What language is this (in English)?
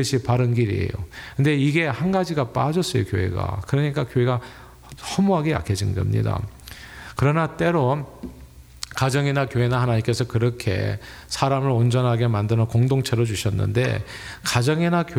Korean